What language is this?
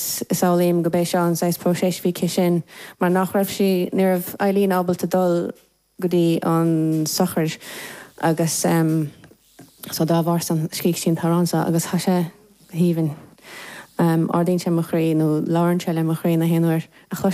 Irish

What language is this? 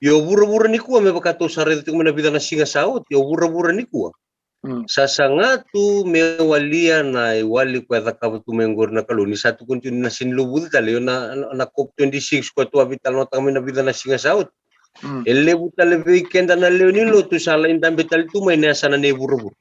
Fijian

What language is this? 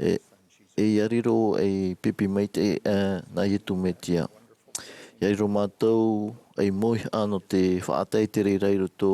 Tahitian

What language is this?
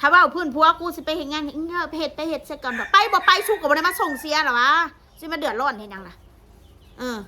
Northeastern Thai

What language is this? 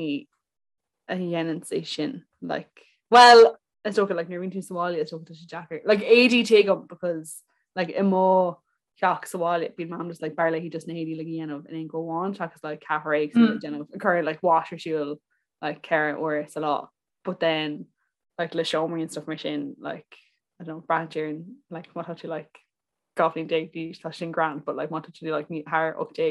Irish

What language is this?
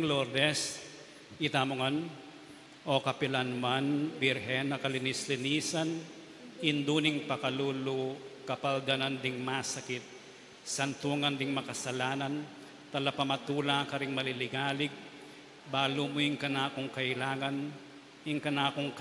Pampanga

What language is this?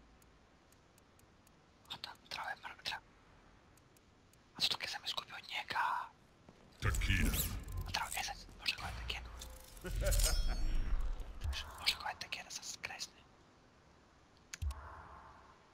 Croatian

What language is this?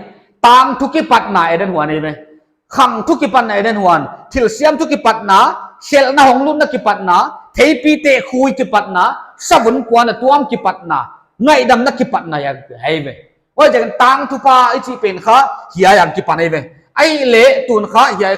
Paite Chin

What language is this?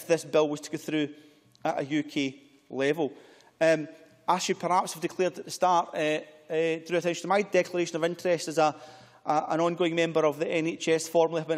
English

